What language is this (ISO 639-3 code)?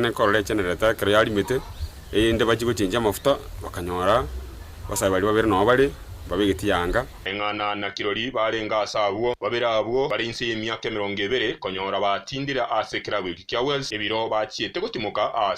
guz